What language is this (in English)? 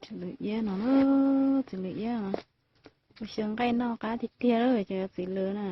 Hmong